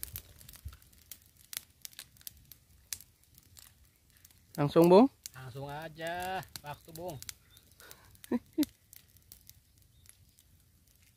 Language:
Indonesian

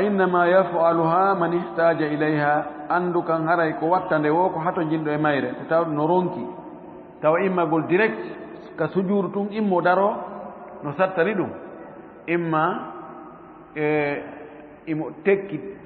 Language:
Fula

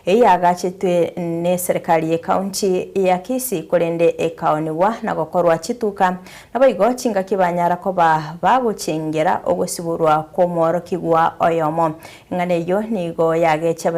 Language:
Gusii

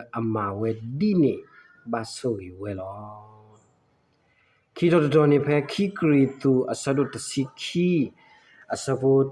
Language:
S'gaw Karen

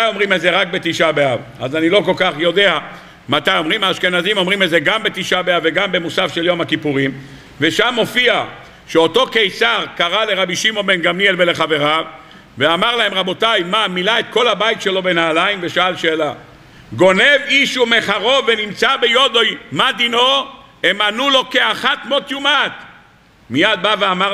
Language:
Hebrew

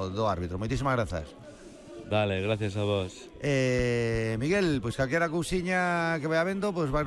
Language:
Galician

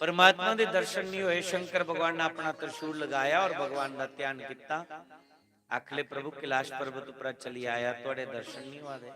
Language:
Dogri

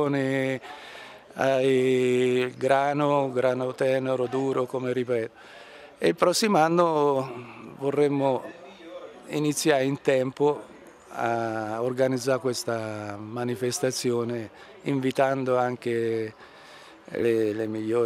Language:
Italian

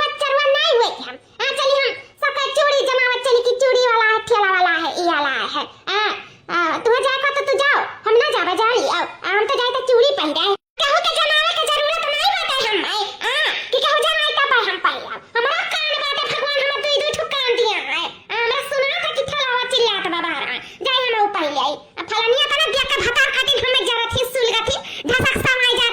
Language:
Awadhi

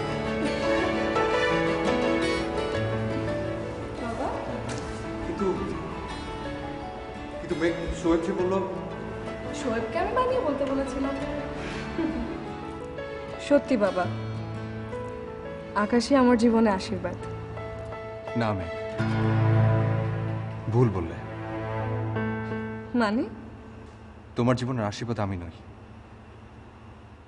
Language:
Bangla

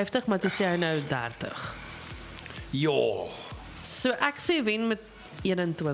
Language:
Afrikaans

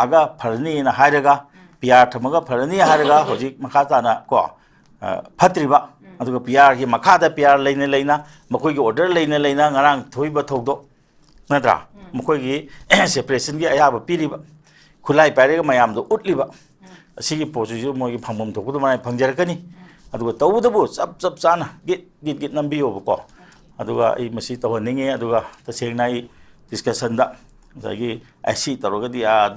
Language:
Manipuri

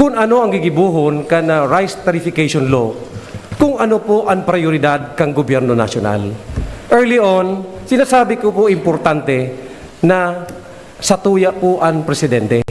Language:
Bikol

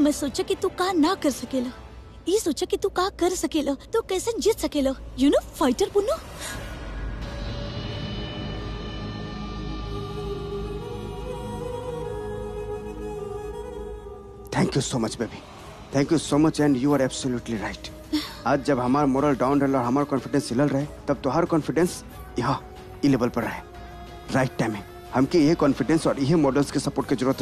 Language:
Bhojpuri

